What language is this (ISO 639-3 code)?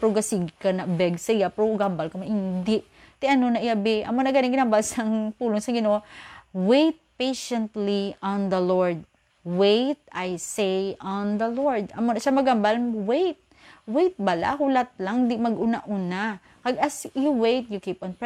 hil